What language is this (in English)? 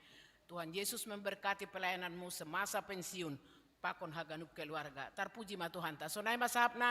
Batak Simalungun